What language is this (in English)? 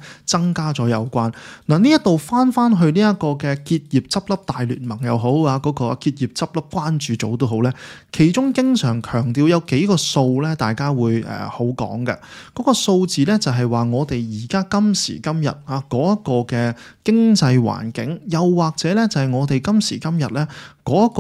Cantonese